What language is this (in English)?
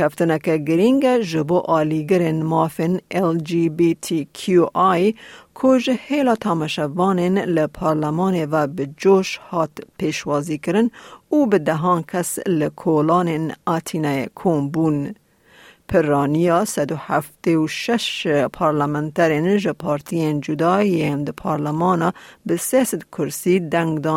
Kurdish